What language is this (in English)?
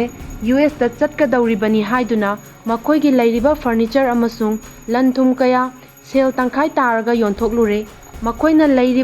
Manipuri